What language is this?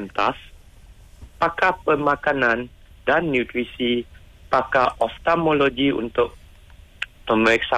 Malay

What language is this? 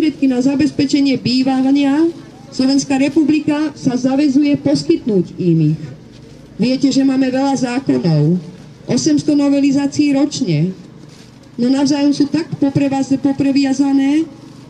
Slovak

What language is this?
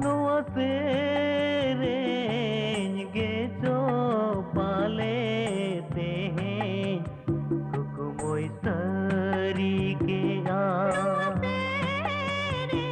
Santali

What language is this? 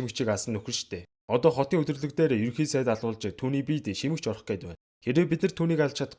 Mongolian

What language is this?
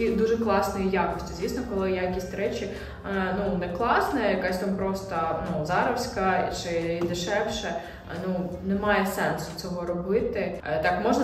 Ukrainian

